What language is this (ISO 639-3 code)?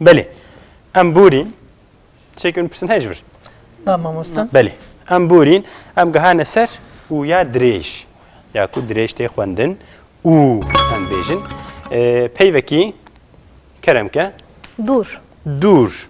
kur